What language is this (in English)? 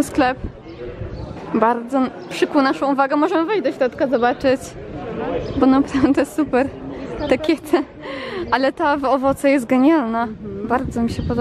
Polish